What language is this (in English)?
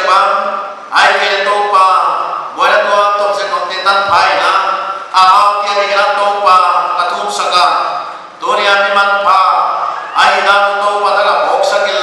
Paite Chin